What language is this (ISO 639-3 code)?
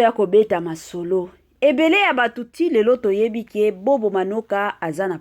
lin